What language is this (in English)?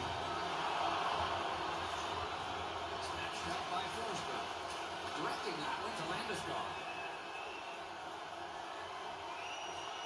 English